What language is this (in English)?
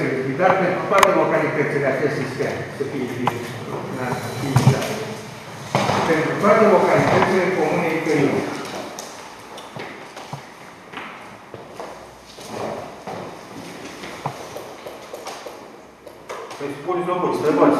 Romanian